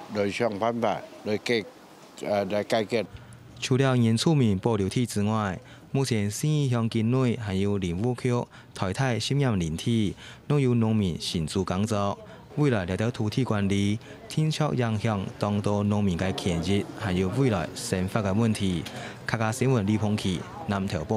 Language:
Hakka Chinese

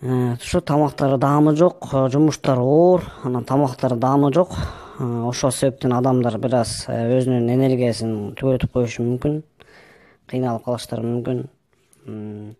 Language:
Kyrgyz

